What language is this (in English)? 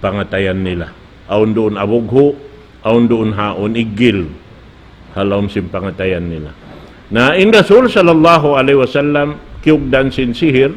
Tausug